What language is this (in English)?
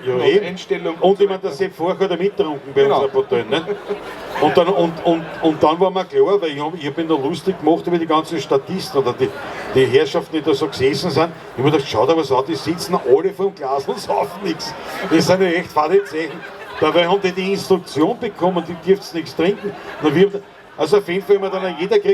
Bavarian